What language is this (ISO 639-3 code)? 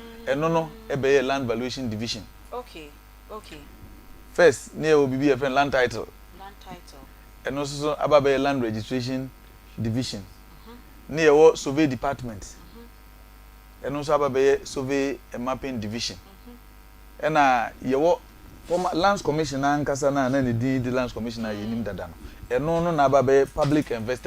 aka